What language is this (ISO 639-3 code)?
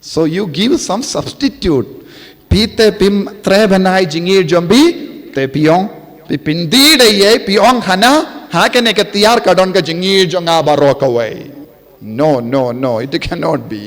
kha